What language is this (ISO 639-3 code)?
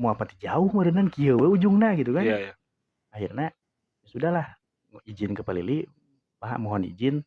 sun